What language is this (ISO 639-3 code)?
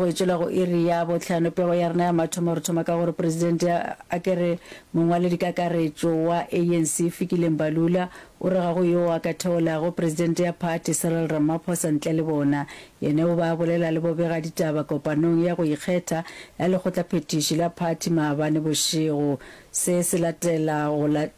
nso